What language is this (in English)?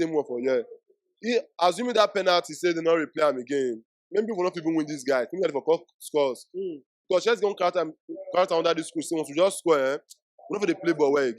Nigerian Pidgin